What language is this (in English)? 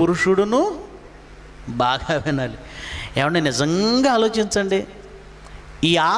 Telugu